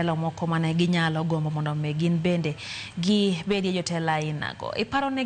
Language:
Luo (Kenya and Tanzania)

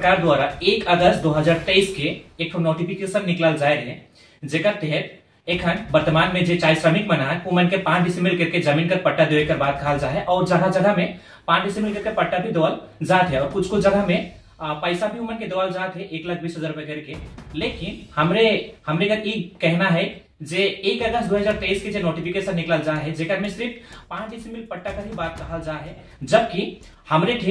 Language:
Sadri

